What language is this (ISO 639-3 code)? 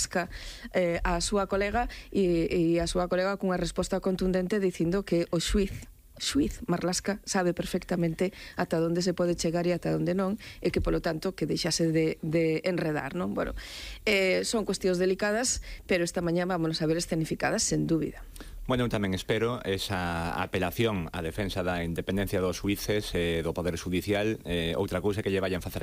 glg